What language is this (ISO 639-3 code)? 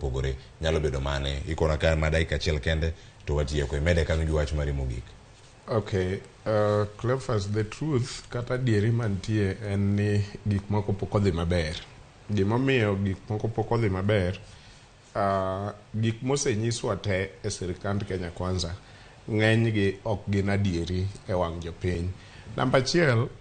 luo